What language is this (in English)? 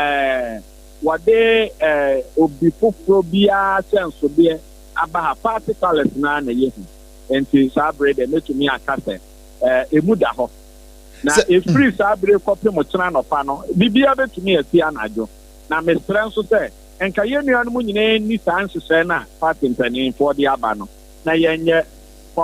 Akan